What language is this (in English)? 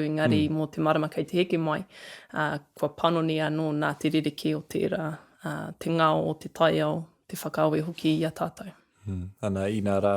Māori